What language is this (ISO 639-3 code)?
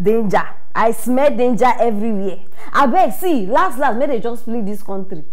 pcm